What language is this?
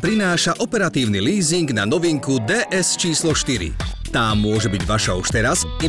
Slovak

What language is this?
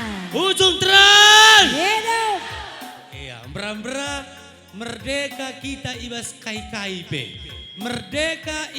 Batak Karo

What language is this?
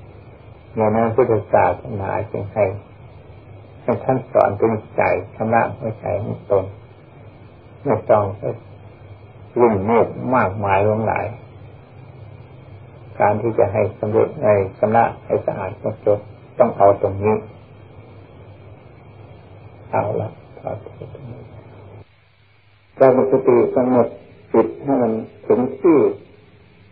Thai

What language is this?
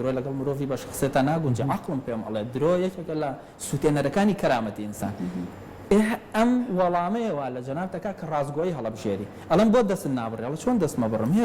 Central Kurdish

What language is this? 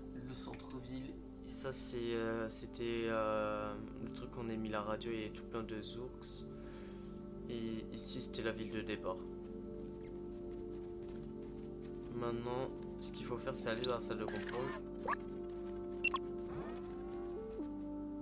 French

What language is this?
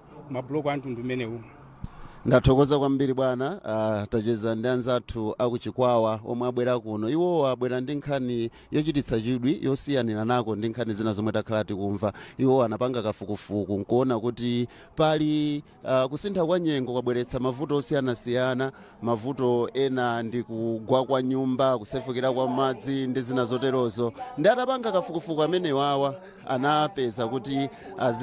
Nyanja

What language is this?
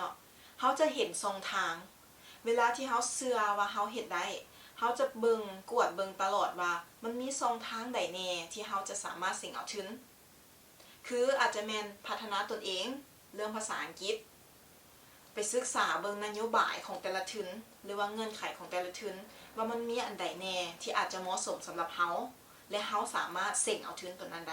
Lao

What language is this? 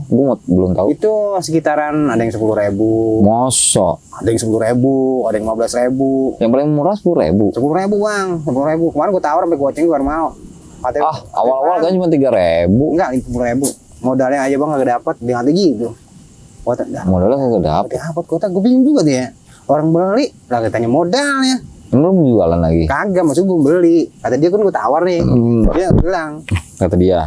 Betawi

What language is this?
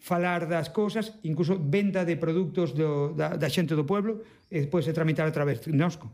Galician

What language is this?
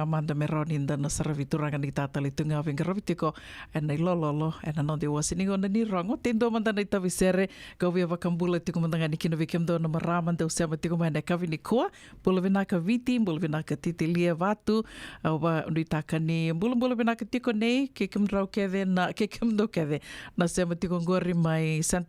Fijian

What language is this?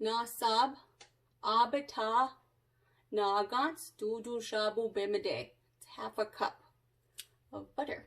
Chippewa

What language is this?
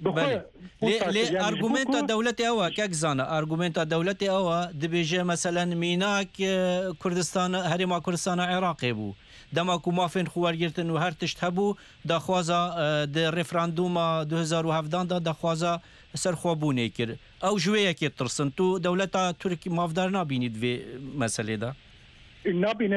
Kurdish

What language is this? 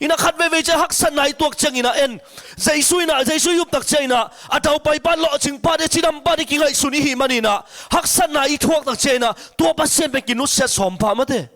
Tedim Chin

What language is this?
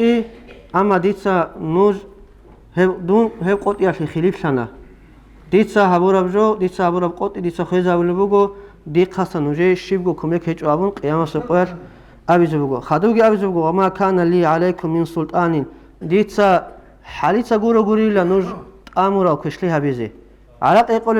Avaric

